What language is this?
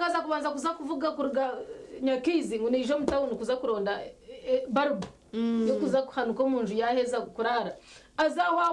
Nyankole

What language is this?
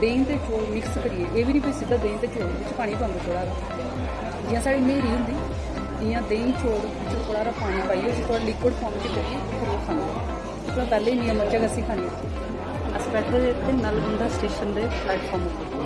Dogri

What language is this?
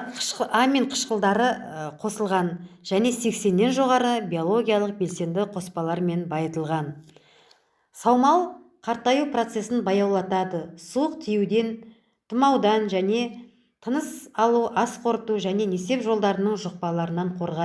Kazakh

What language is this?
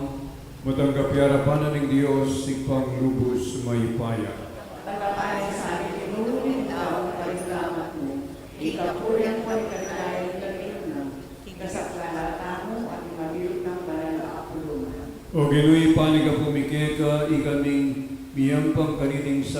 Pampanga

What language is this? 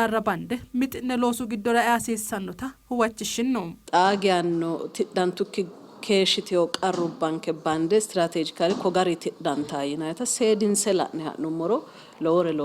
Sidamo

